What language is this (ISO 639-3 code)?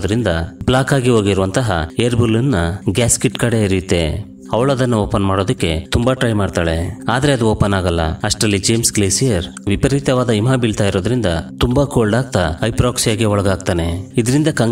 kan